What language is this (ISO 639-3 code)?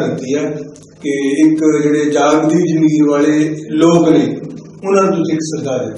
pan